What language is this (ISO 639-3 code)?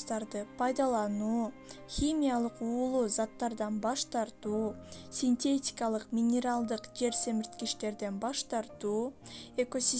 kir